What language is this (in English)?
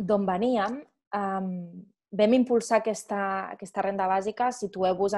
Catalan